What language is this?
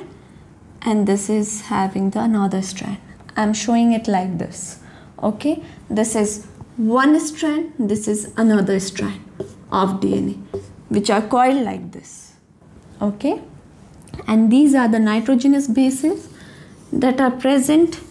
English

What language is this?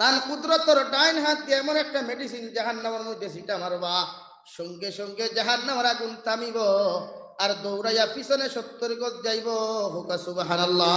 Sylheti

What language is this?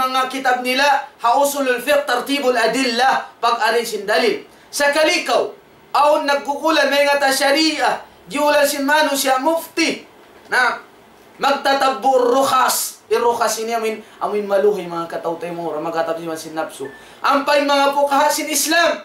Tausug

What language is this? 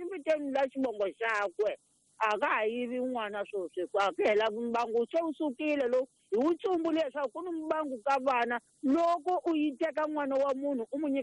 Tsonga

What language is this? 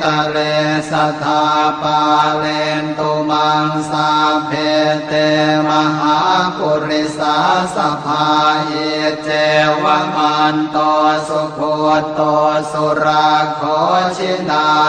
Pali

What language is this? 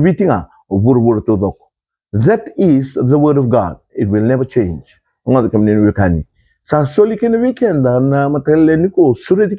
Fijian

